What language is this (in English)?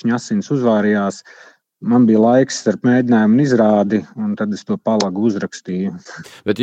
Latvian